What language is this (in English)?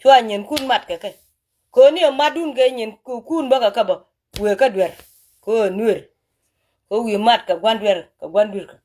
Nuer